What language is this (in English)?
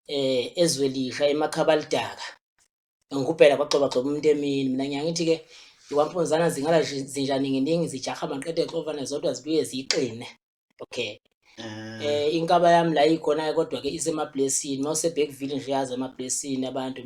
Zulu